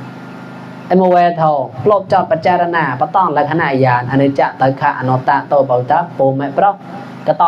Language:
Mon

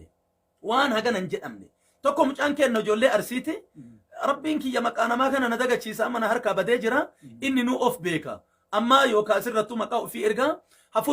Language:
Oromo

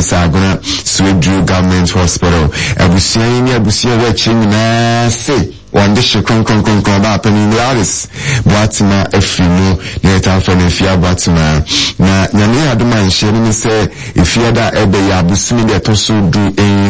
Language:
Akan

